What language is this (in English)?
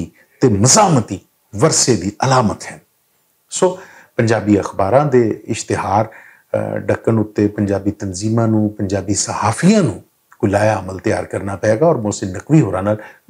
Western Panjabi